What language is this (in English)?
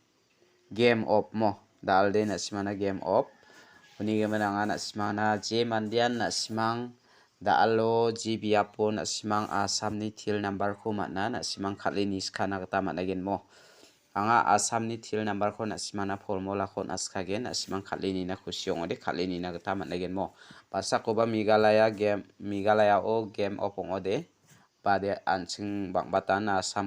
Garo